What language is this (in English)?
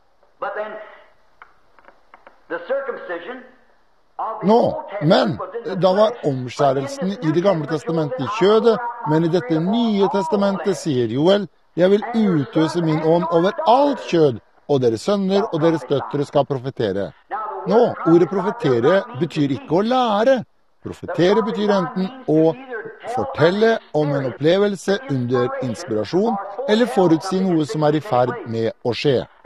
Norwegian